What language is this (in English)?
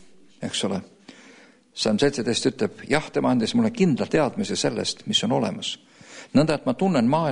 Estonian